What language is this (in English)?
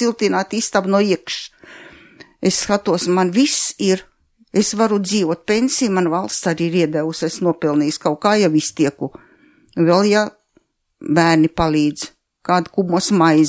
Latvian